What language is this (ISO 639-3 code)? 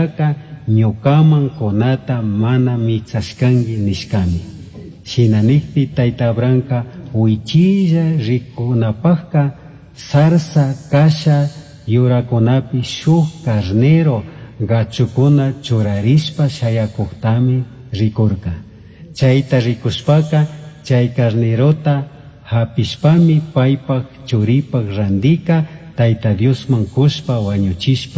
qug